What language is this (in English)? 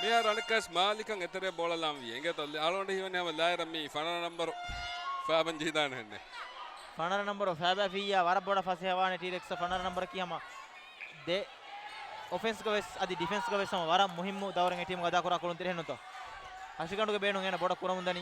Divehi